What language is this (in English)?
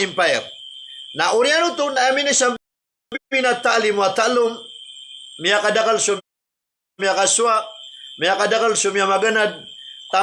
Maranao